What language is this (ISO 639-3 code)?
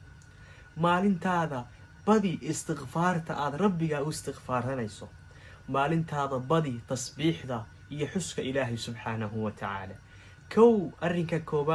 som